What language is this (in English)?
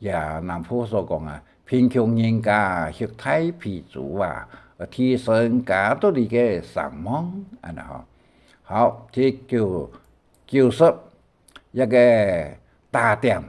Hakka Chinese